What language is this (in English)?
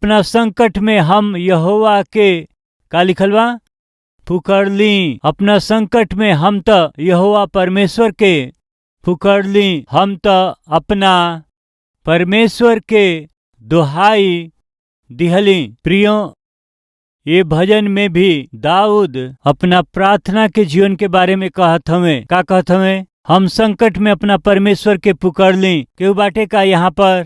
Bhojpuri